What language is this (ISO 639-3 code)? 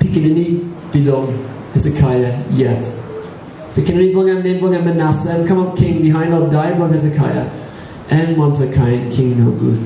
tpi